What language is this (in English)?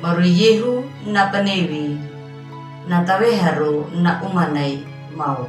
Anakalangu